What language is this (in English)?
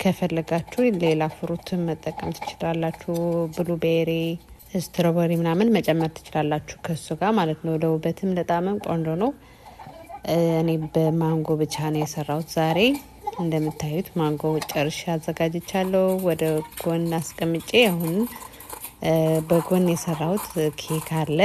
Amharic